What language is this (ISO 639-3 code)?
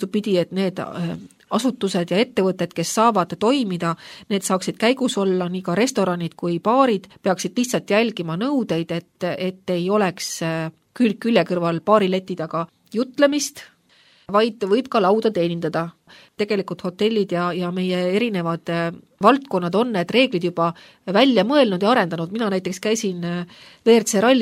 est